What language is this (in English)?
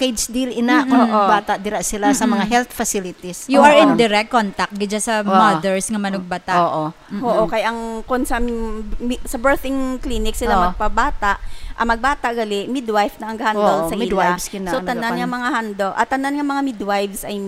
Hiligaynon